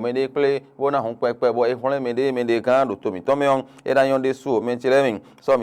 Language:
Fon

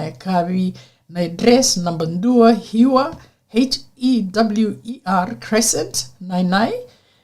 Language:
Fijian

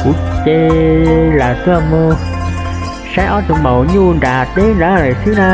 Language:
Hmong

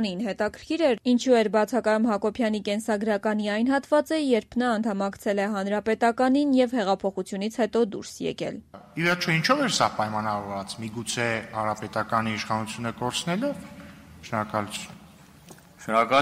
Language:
Armenian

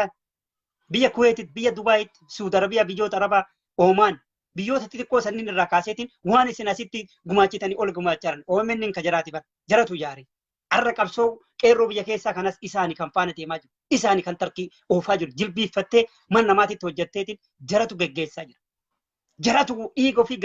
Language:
Oromo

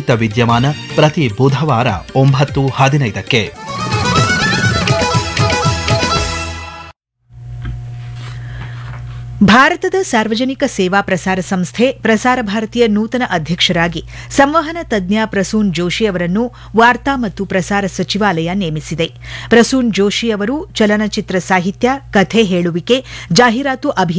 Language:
Kannada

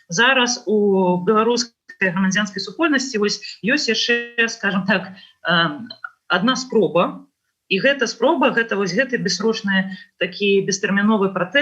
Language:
Belarusian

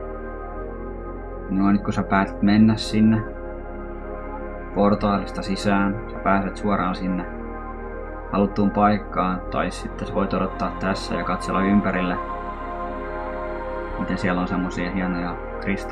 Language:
Finnish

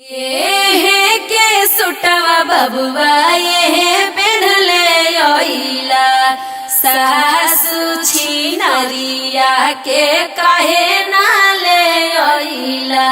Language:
Magahi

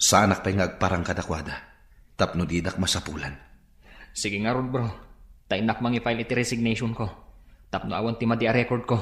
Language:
Iloko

